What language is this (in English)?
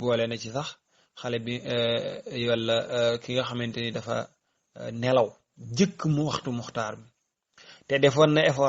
Wolof